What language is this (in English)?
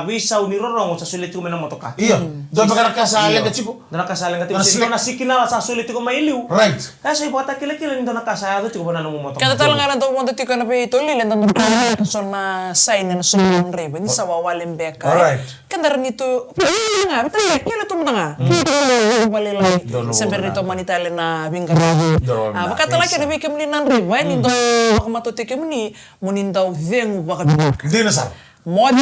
Fijian